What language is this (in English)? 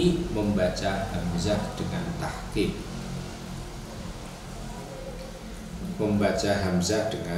Indonesian